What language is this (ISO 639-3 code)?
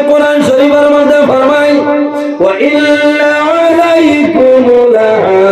syl